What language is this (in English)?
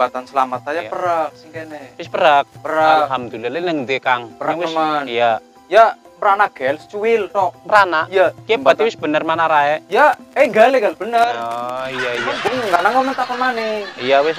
Javanese